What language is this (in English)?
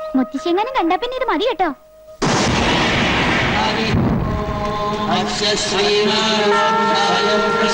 Malayalam